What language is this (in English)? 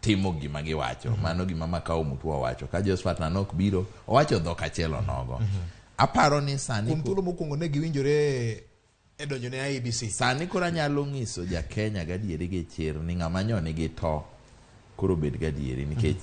Luo (Kenya and Tanzania)